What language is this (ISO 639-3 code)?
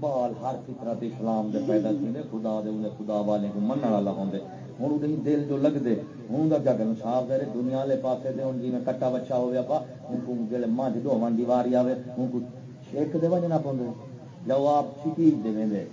skr